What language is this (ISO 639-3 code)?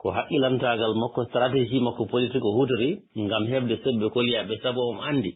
ful